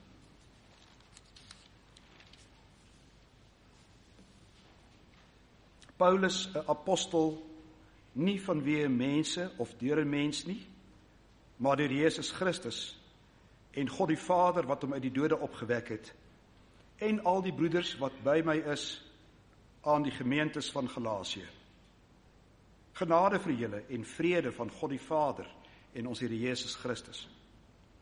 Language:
Afrikaans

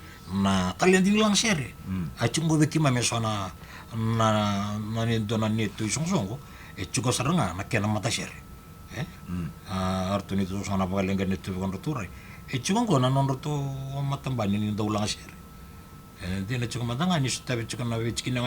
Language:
Fijian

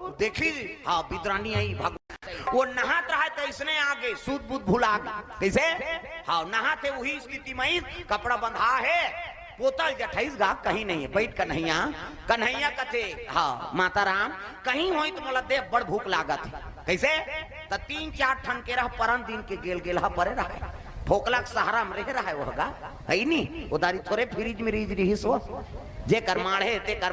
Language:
Chhattisgarhi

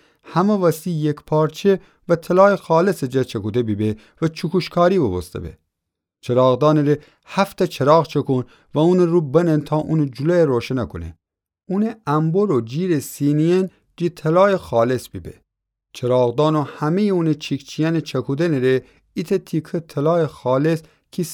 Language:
Gilaki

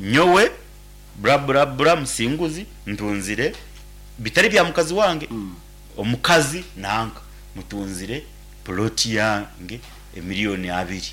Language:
Nyankole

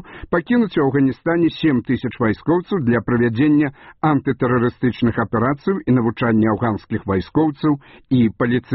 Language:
Belarusian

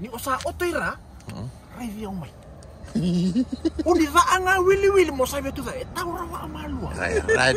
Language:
Fijian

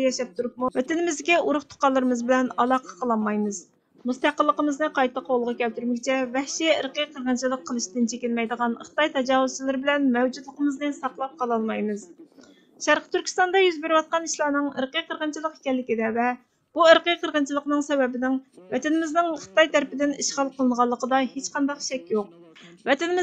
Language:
Uyghur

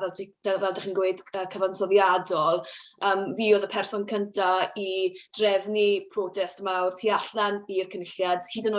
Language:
Welsh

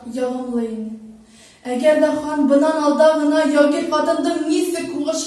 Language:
Bashkir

